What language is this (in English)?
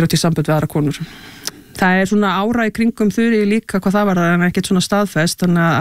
Icelandic